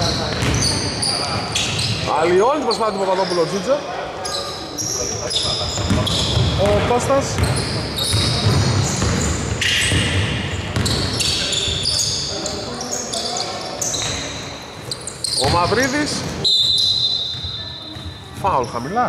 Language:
Greek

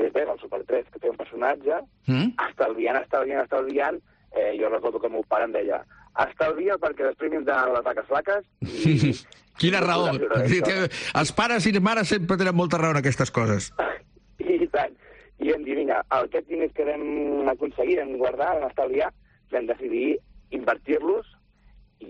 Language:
Catalan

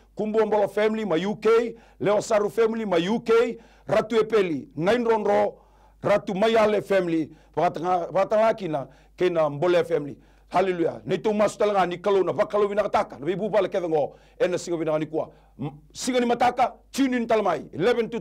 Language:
Fijian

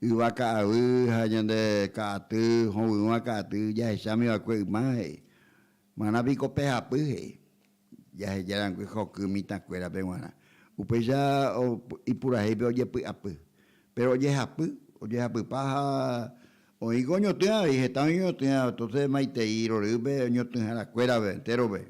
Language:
Guarani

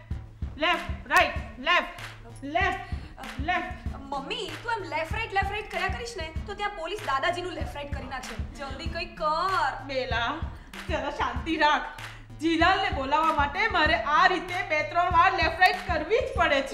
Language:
Gujarati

